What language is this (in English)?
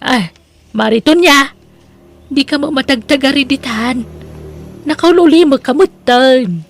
Iloko